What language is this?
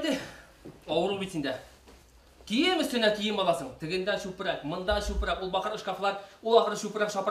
Bashkir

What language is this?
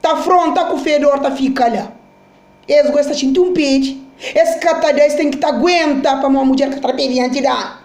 Kabuverdianu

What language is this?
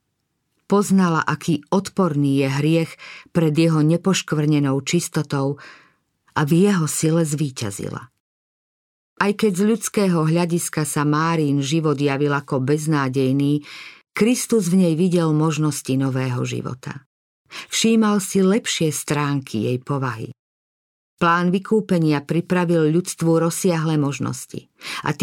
Slovak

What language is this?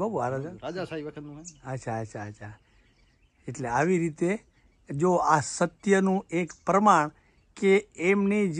Gujarati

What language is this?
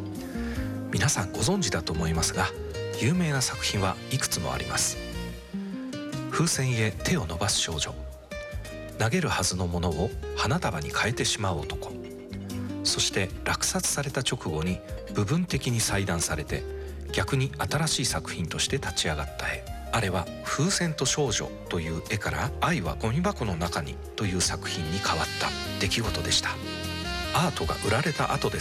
Japanese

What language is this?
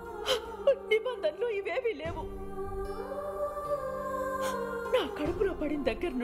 Telugu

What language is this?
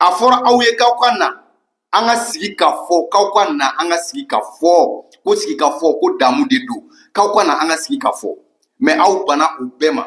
Bambara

